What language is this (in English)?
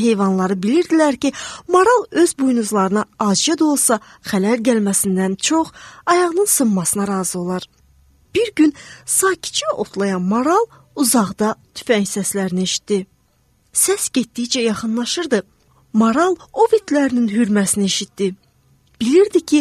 Azerbaijani